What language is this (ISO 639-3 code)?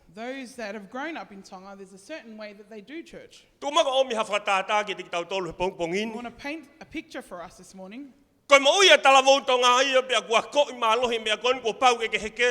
ton